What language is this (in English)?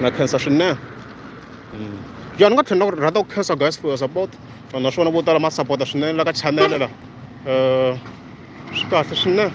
Tsonga